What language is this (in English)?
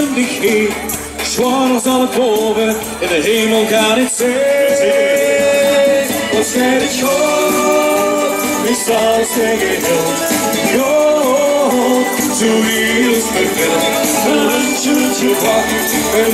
Limburgish